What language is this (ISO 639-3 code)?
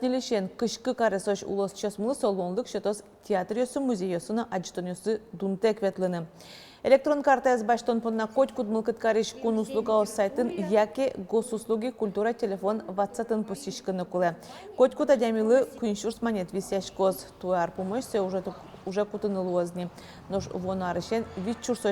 udm